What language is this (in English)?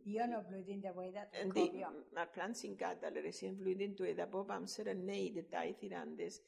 Welsh